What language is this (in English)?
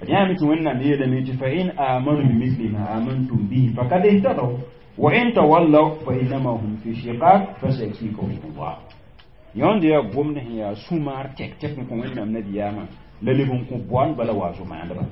Mossi